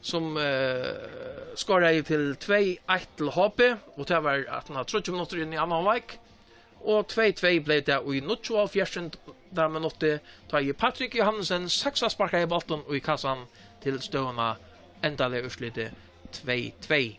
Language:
Faroese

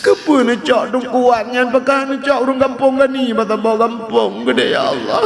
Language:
Achinese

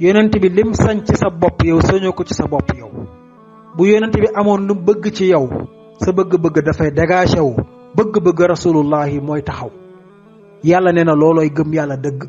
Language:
Wolof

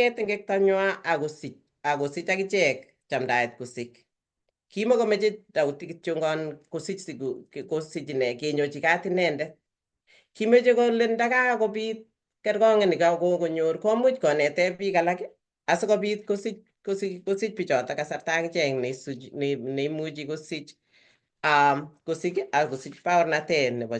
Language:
Kalenjin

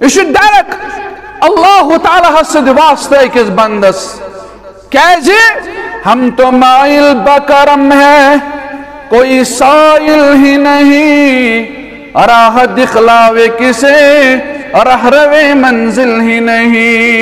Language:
Kashmiri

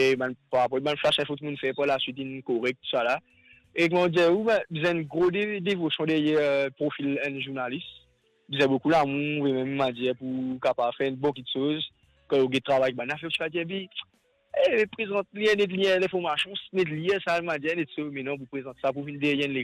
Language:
Morisyen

